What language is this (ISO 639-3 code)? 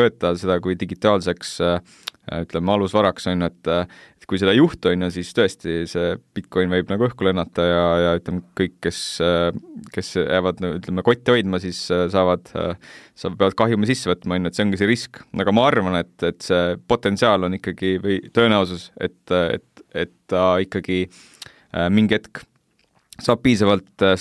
est